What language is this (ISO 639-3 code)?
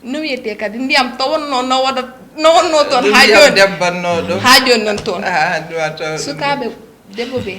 ful